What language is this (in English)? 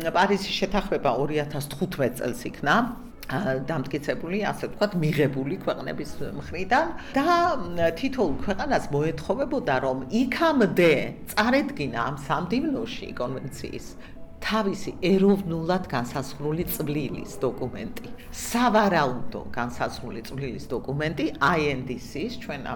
Georgian